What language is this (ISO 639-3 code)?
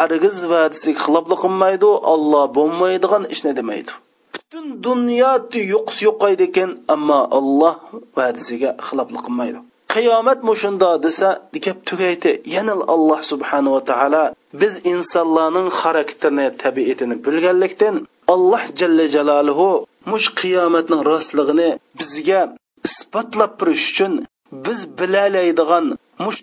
uig